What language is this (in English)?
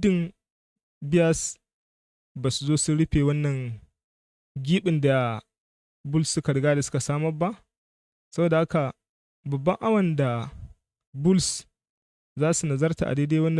Hausa